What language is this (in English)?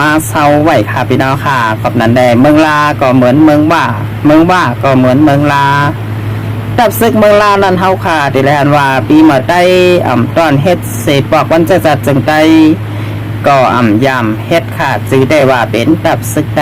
Shan